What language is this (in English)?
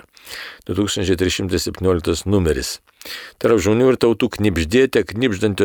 Lithuanian